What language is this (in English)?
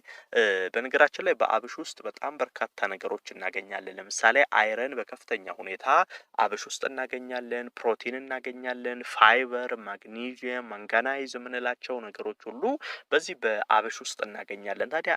Amharic